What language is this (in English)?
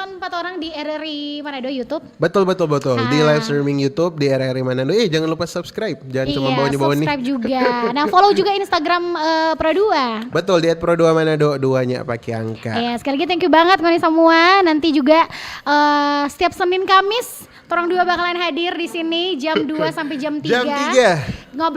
Manado Malay